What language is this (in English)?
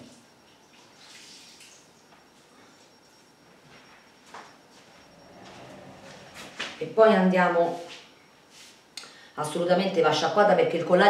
Italian